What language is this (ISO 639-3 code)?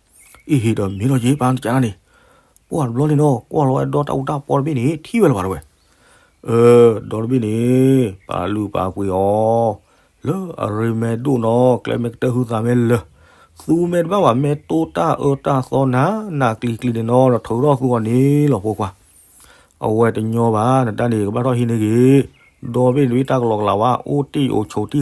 ksw